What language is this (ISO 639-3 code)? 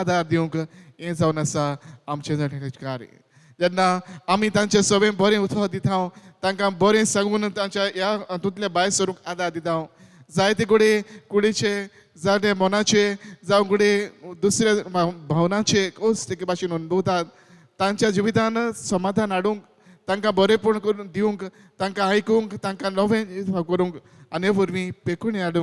kok